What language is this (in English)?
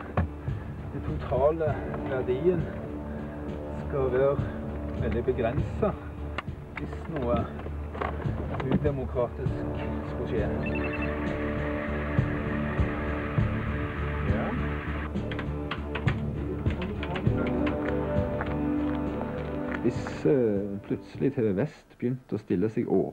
Norwegian